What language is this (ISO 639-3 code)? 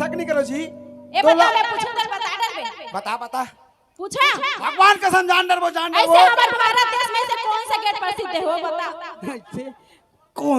hne